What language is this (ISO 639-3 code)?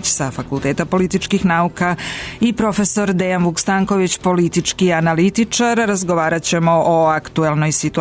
srp